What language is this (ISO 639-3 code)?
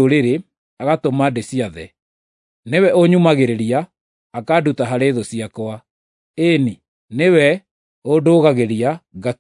kik